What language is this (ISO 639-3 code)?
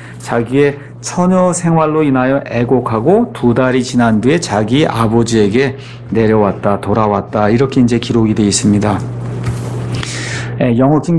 kor